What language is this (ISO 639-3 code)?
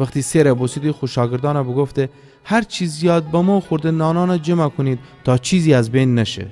glk